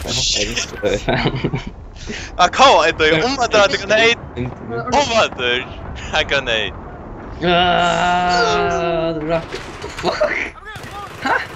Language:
Faroese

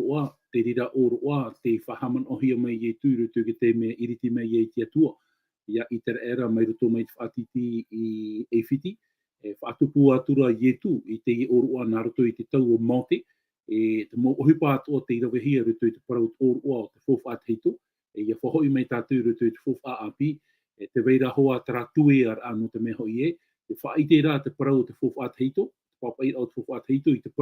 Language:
Tahitian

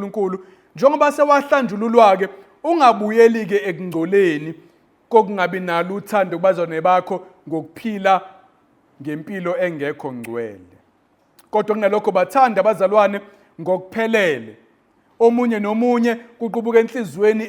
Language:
Zulu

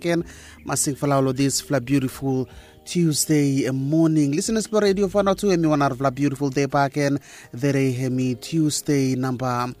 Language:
Bislama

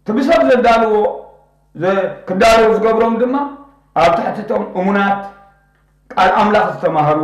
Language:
Tigrinya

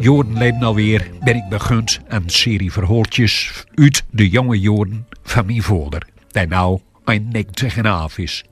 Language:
Gronings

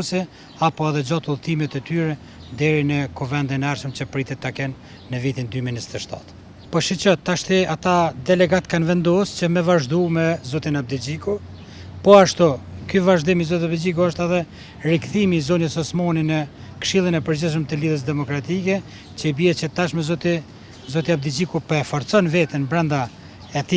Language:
Albanian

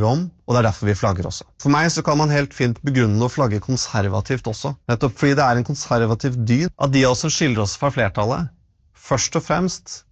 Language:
Norwegian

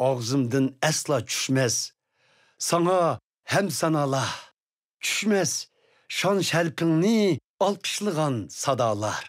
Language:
Uyghur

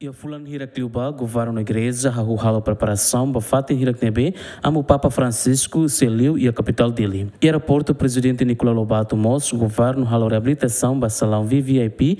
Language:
Tetum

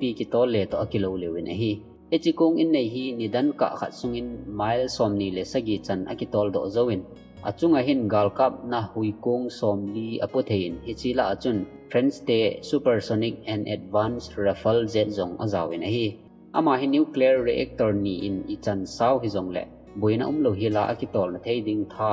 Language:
Thado Chin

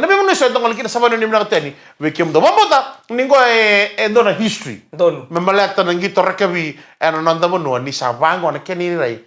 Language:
Fijian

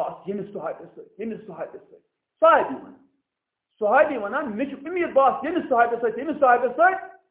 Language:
Kashmiri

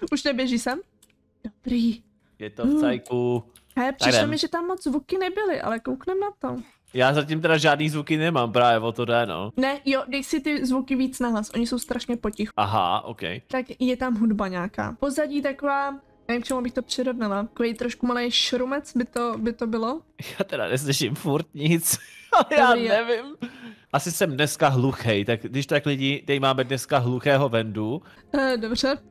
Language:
Czech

